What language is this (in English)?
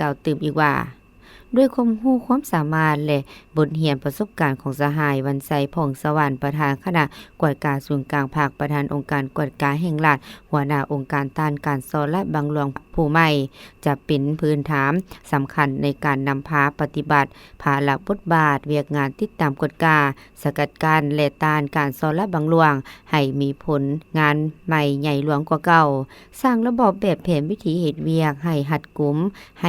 Lao